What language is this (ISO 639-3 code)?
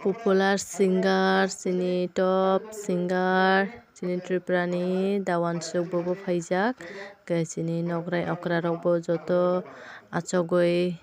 trp